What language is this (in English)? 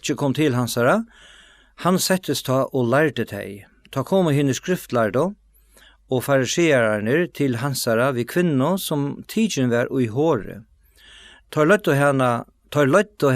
Faroese